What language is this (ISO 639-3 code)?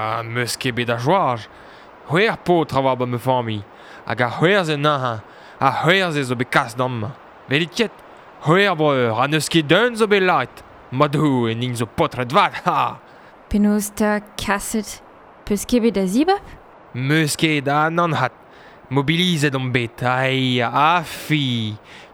bre